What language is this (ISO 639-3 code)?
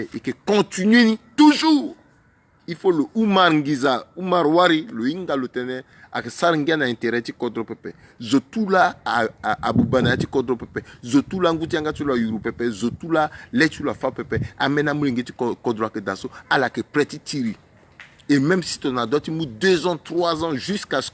sag